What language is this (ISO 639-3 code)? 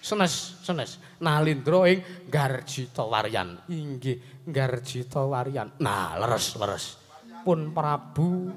jav